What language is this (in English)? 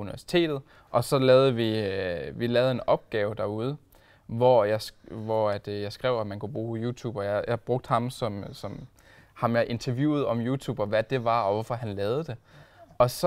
Danish